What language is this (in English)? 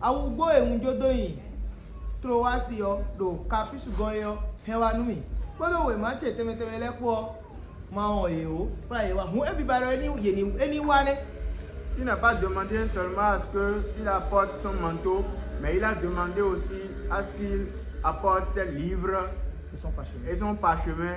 Fon